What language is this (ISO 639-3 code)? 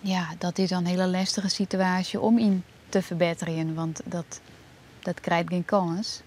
fry